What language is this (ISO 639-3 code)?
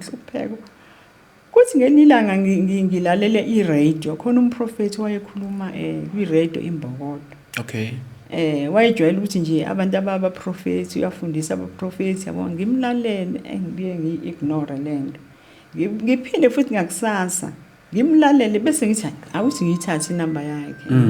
zul